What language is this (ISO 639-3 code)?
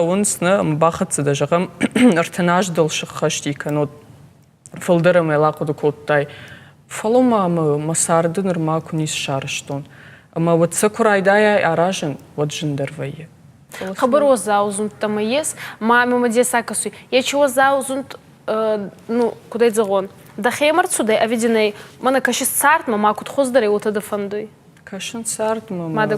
oss